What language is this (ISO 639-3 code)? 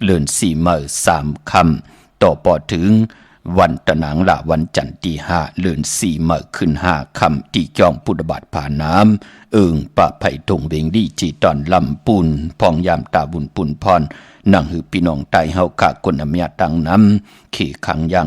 shn